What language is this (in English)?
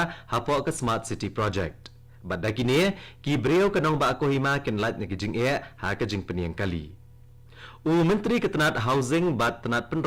Khasi